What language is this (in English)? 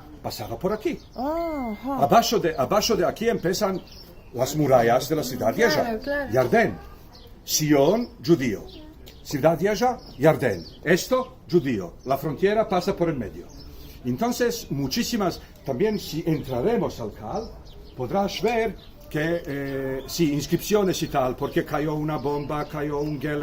Ladino